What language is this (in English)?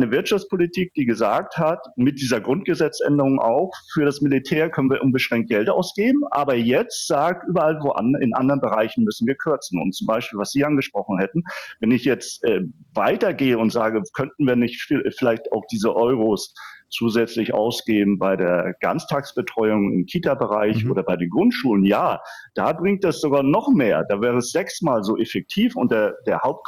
German